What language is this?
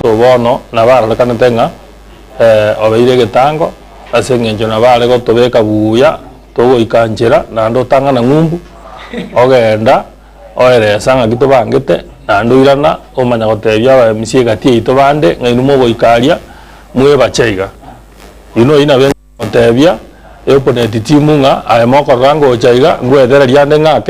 Gusii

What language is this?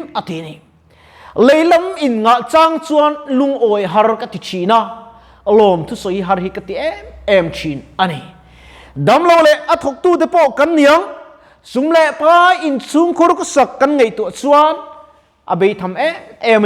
Mizo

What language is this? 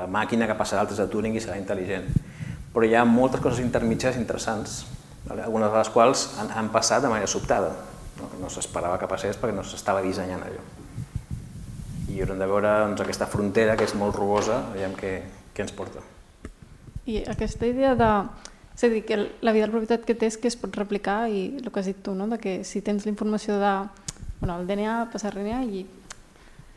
Catalan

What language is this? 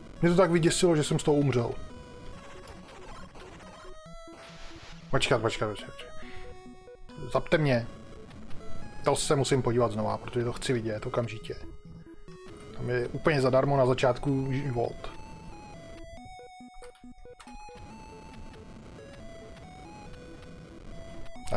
Czech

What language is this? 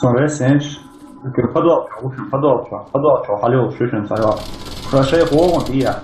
Chechen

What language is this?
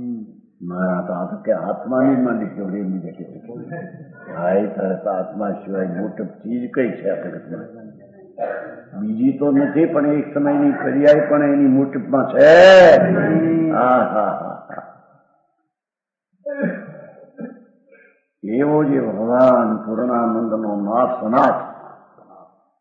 Gujarati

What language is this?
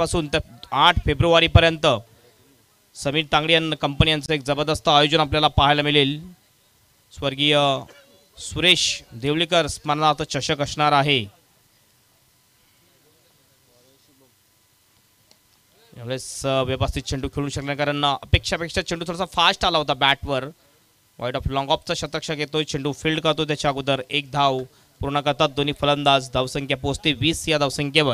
Marathi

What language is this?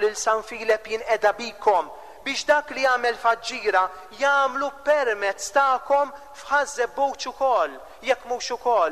Maltese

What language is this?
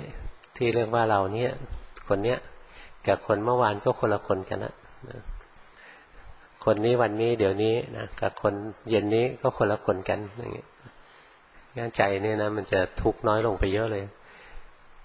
Thai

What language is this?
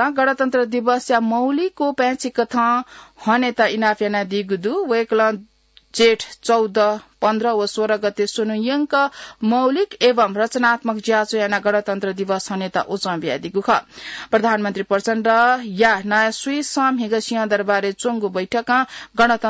Newari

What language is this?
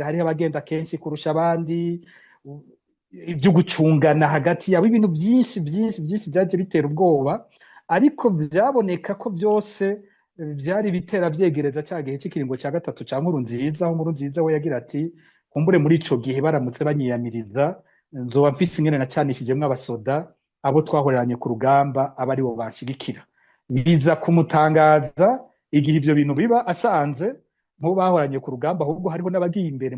Rundi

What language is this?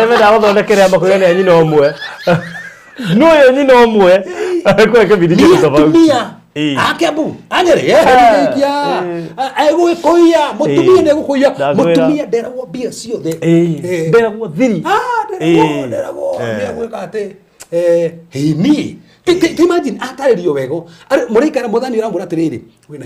Kikuyu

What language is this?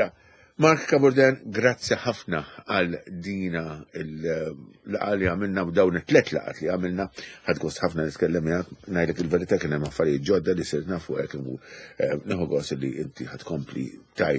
Maltese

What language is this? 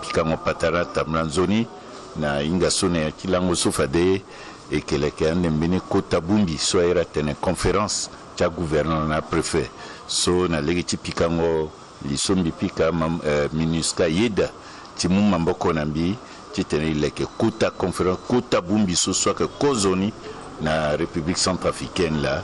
Sango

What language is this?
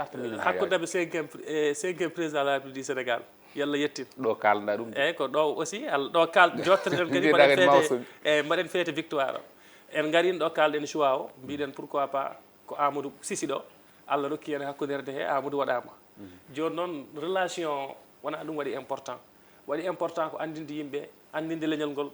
Fula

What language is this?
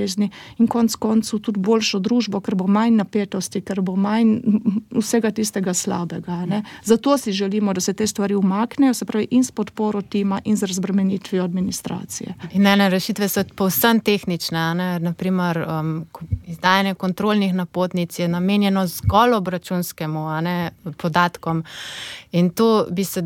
Slovenian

